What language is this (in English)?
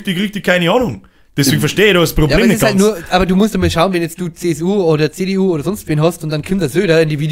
Bavarian